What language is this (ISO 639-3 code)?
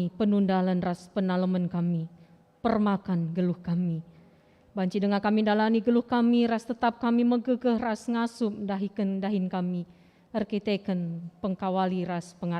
btx